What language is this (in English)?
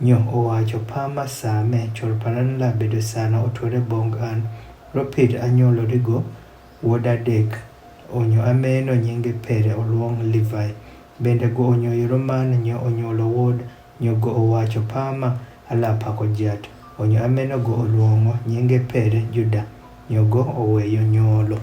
Adhola